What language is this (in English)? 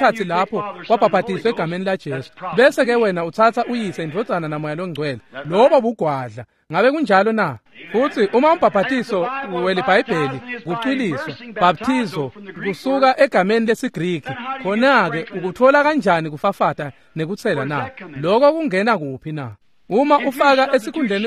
Swati